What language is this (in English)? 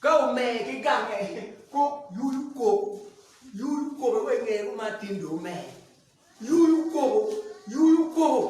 Acoli